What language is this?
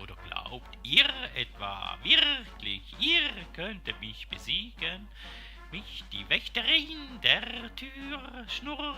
Swiss German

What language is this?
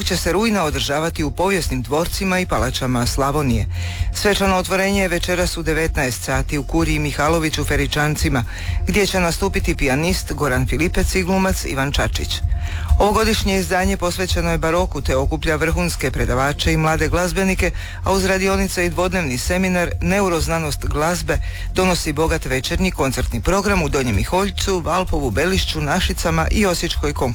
Croatian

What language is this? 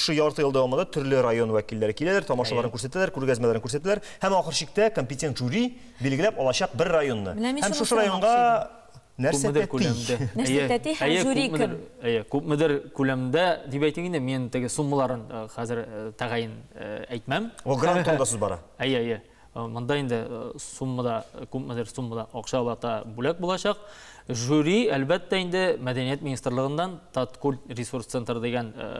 Tatar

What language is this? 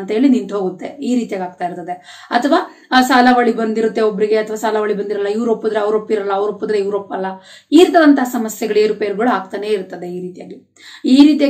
Kannada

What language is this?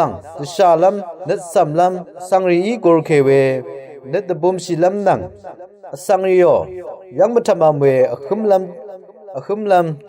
Rawang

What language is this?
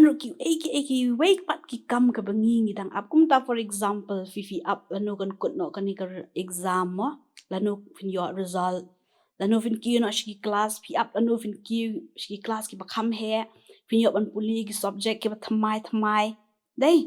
Khasi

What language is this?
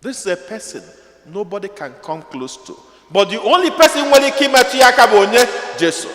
Igbo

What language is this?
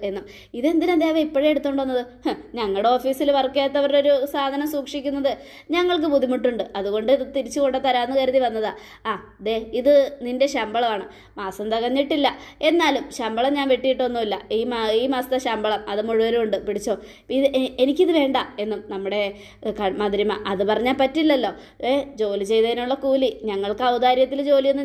Malayalam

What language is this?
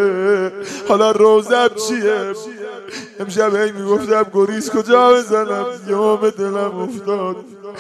Persian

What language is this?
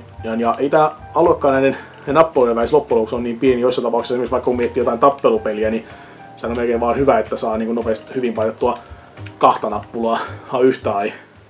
Finnish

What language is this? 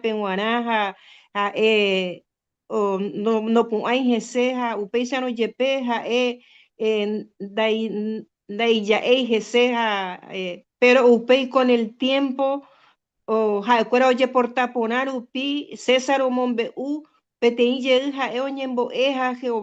Guarani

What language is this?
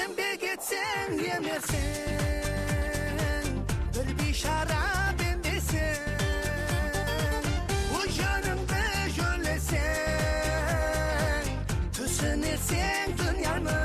Kara-Kalpak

